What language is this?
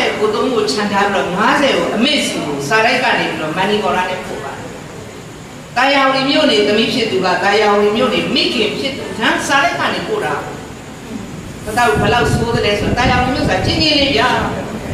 Burmese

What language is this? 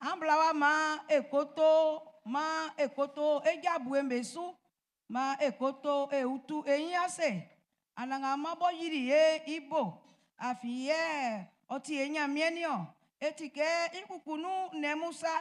Baoulé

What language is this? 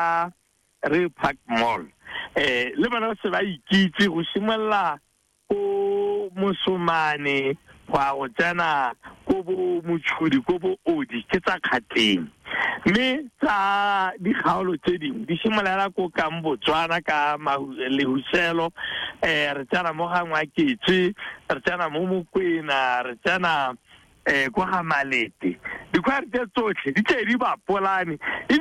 Tswana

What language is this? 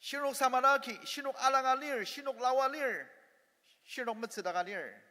Ao Naga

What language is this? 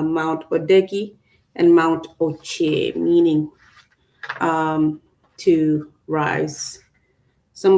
Acoli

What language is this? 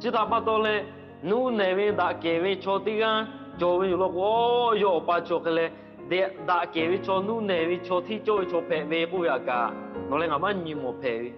Lahu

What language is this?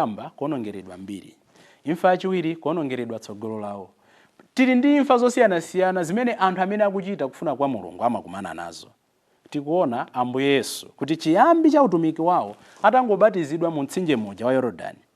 Nyanja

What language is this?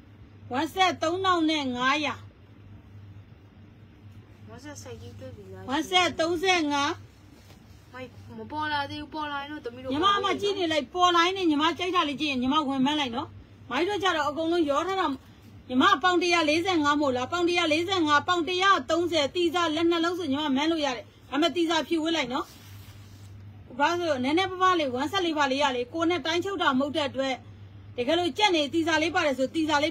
Burmese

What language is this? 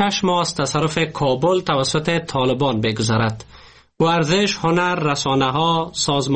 Persian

